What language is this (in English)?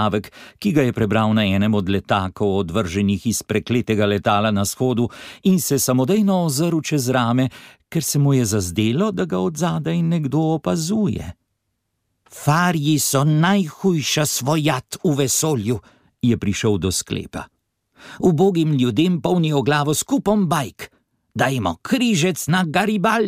Slovenian